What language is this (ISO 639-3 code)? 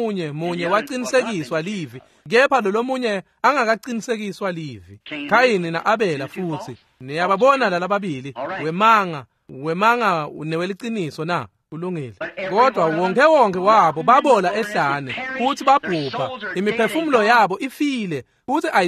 ssw